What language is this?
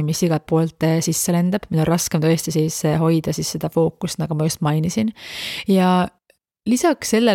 Estonian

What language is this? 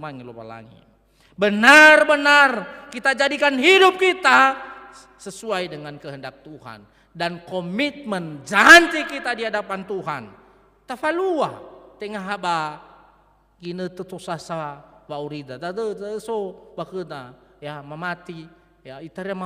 Nias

